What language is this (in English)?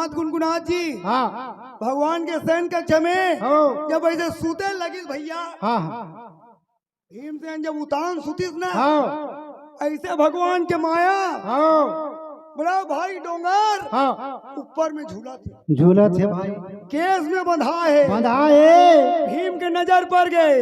Chhattisgarhi